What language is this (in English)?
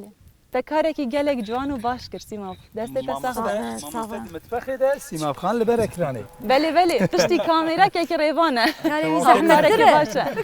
Kurdish